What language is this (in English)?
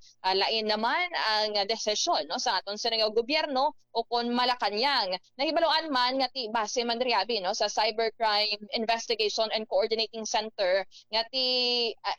Hiligaynon